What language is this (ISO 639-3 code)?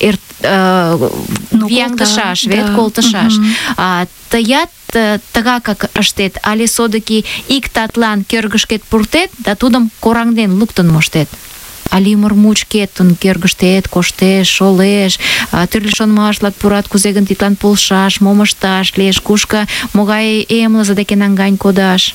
chm